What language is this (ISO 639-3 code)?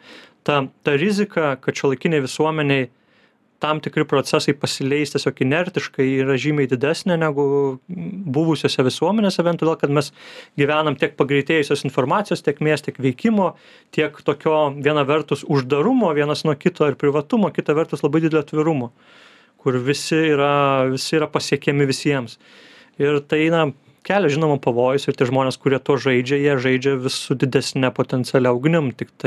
lit